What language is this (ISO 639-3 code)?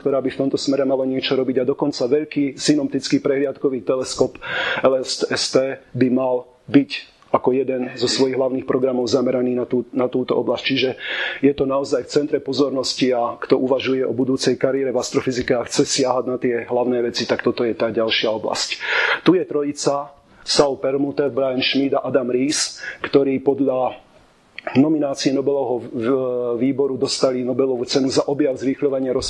slk